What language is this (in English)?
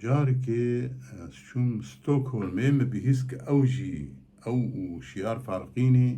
Kurdish